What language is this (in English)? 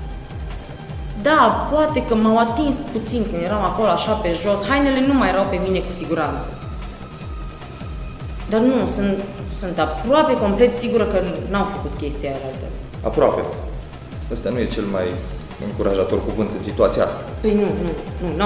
Romanian